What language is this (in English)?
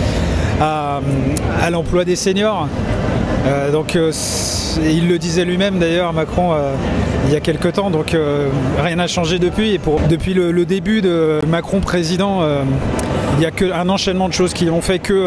French